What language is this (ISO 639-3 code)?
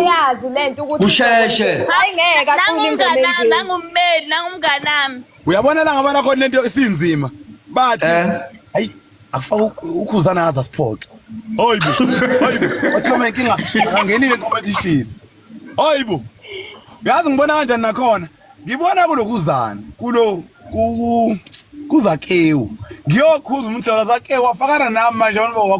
zul